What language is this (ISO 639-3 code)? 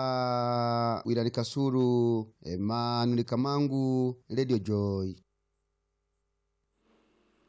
swa